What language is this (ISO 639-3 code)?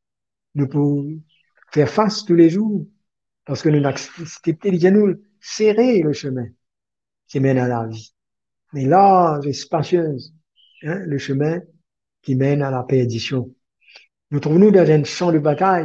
mfe